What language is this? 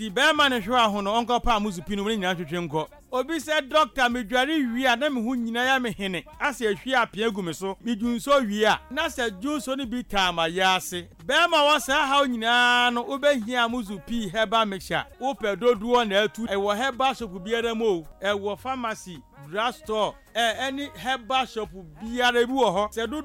Akan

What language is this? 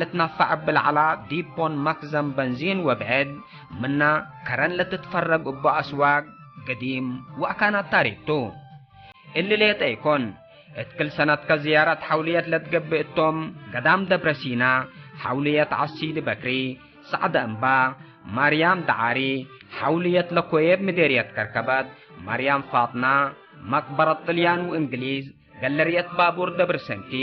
Tigre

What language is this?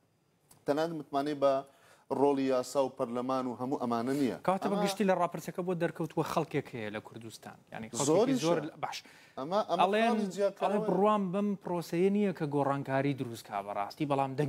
Central Kurdish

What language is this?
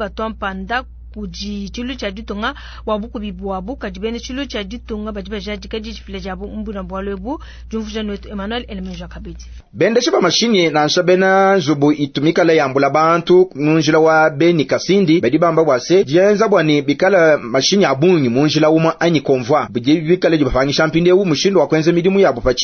Luba-Lulua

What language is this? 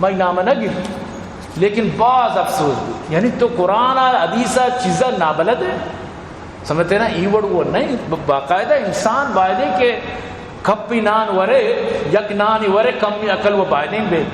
Eastern Balochi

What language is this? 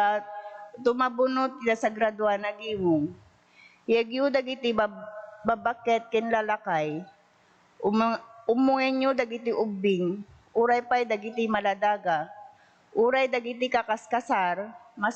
Iloko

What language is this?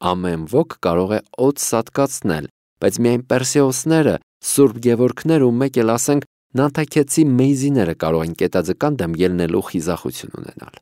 Armenian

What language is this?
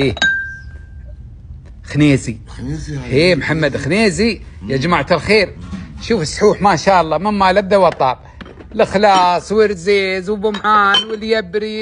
Gulf Arabic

